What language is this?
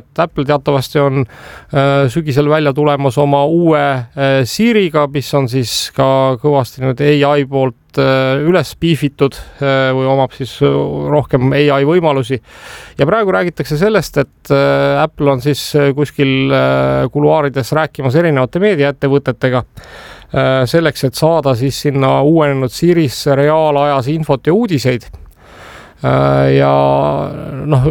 Estonian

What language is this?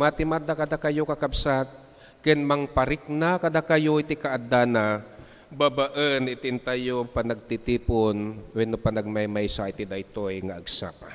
Iloko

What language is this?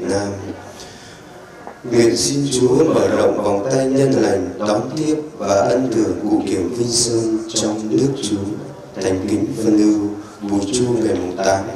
Vietnamese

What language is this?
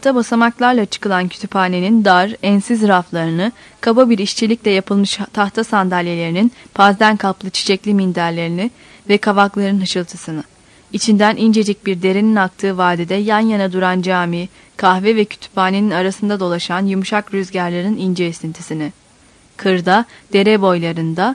Turkish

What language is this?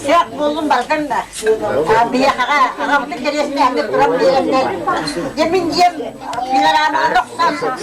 Yakut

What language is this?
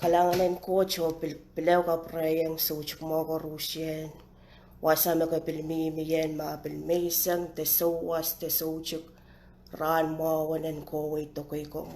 Pohnpeian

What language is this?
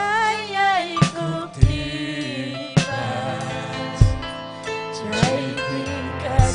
Ayacucho Quechua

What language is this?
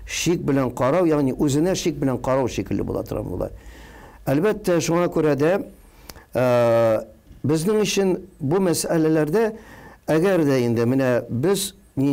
Tatar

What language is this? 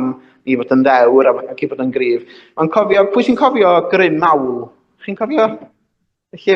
Welsh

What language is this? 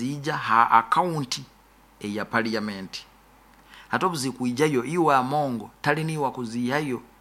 Nyoro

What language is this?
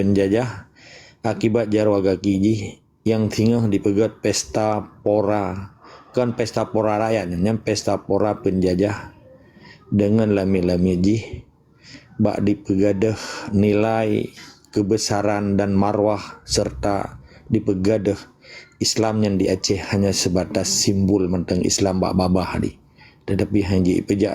Achinese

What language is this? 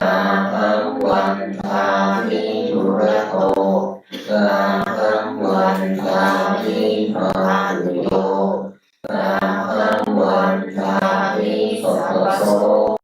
Pali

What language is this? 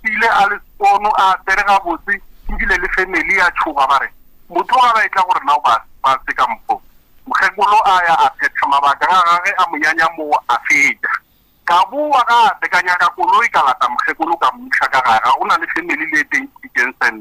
Northern Sotho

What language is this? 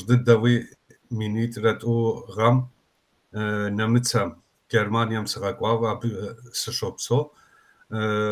Kabardian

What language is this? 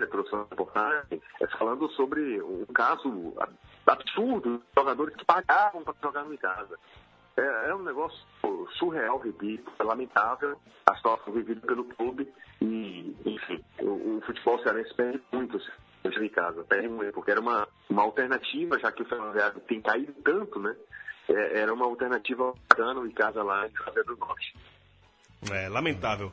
Portuguese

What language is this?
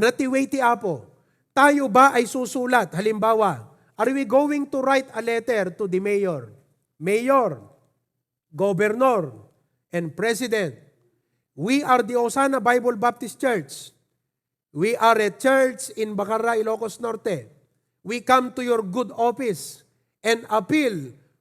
Iloko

